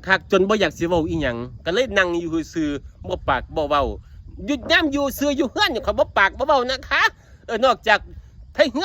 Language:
Northeastern Thai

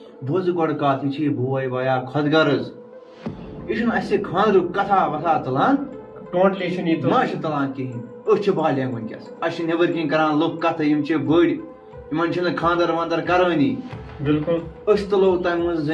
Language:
Kashmiri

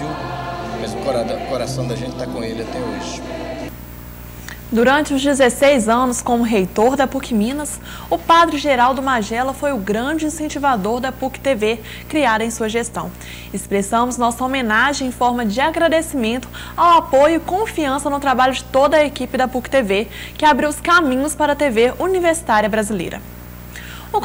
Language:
Portuguese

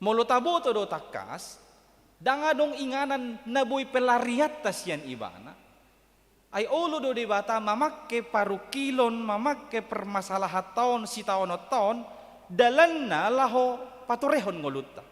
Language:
Batak Toba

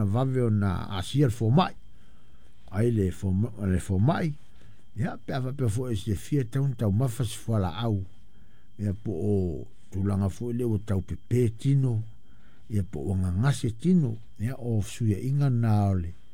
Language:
Samoan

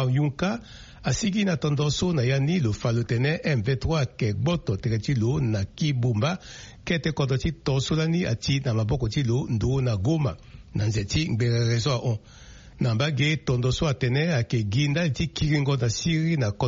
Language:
Sango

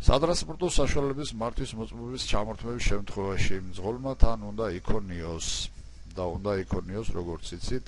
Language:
Georgian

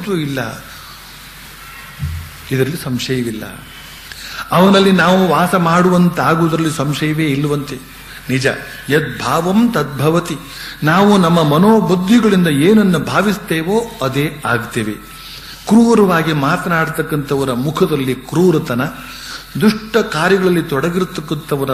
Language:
Kannada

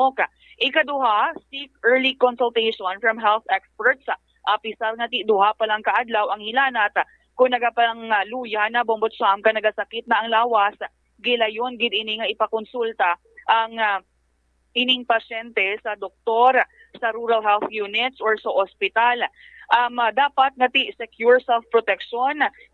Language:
Hiligaynon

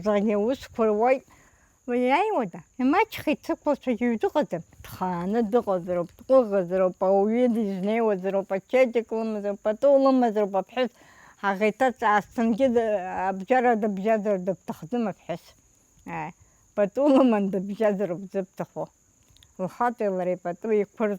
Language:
Abkhazian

